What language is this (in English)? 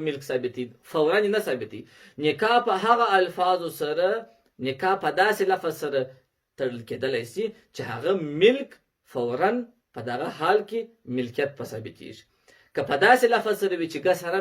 Pashto